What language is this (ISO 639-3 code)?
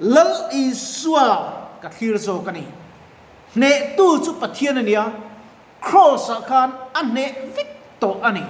lus